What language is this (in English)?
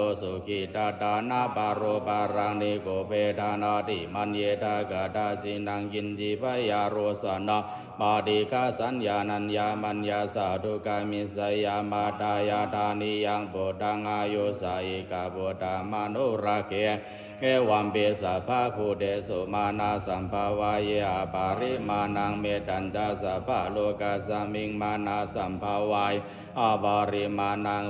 Pali